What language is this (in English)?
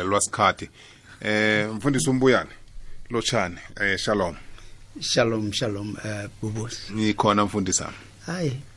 South Ndebele